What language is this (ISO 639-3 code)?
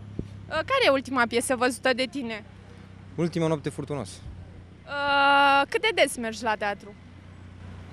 ron